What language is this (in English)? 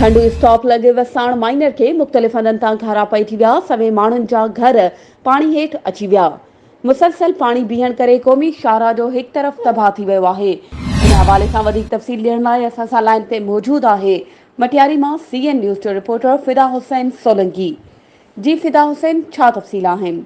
Sindhi